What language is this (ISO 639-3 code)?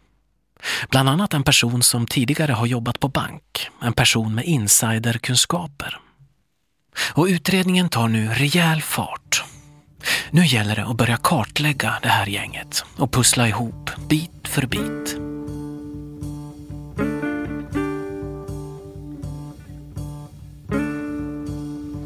swe